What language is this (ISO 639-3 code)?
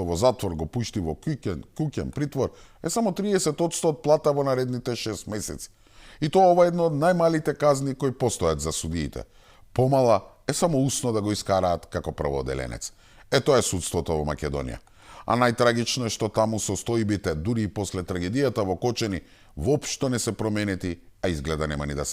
mkd